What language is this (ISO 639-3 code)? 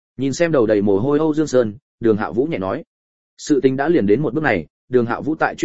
vie